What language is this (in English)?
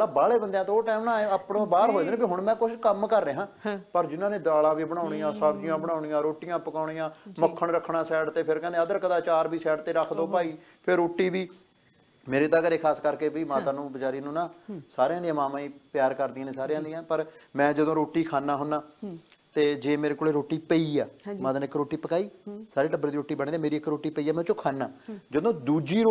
Punjabi